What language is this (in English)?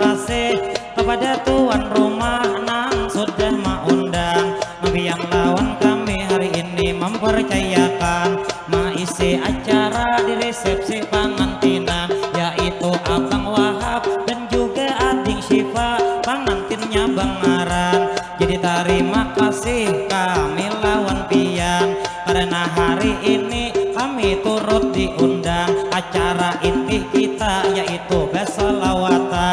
Banjar